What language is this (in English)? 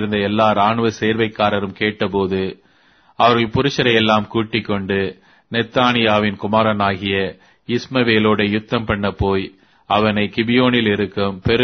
Tamil